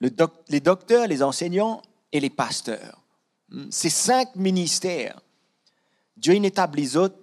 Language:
Morisyen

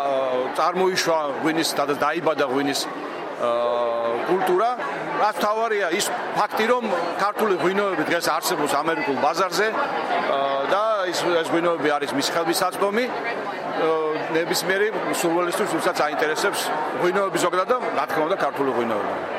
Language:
Georgian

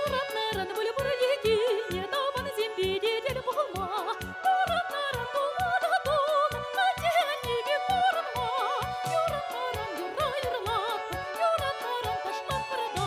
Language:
Chuvash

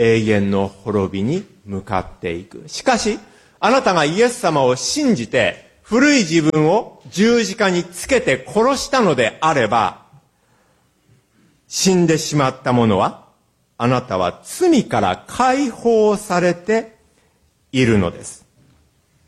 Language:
Japanese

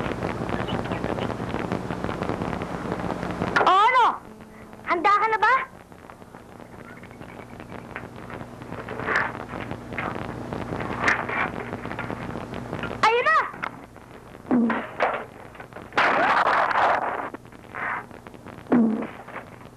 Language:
Filipino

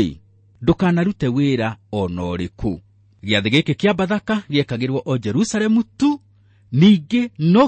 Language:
Kikuyu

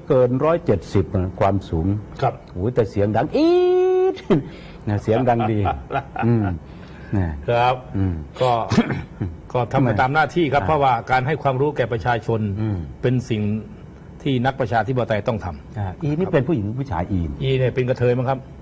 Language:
Thai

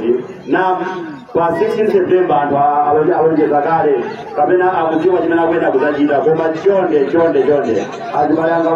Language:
Nyanja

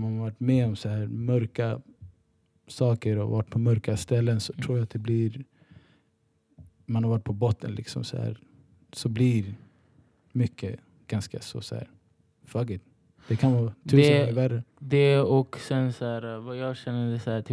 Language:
Swedish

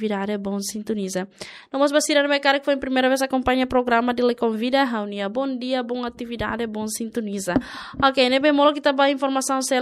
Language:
Tetum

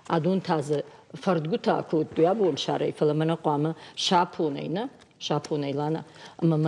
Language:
Ossetic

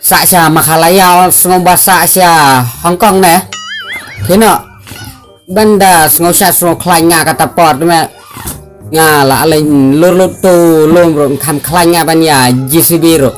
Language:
Khasi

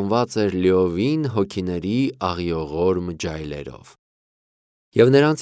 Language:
Armenian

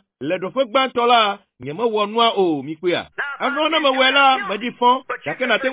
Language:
Ewe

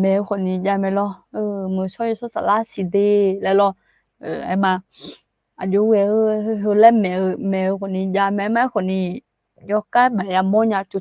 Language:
Akha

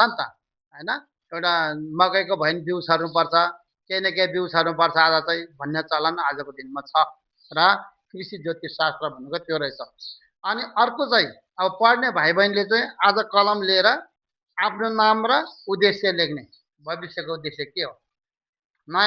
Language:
Nepali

